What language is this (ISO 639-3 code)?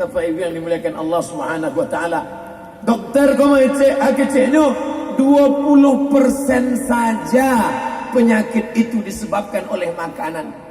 min